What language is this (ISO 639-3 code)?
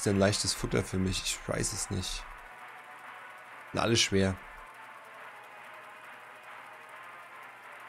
deu